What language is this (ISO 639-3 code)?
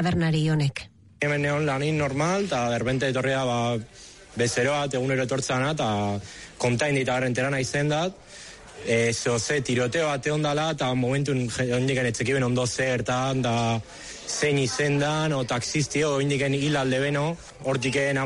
eus